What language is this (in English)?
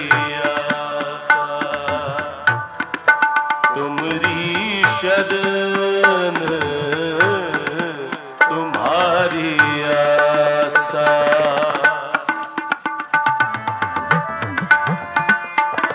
Punjabi